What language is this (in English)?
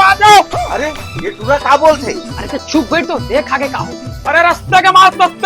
Chhattisgarhi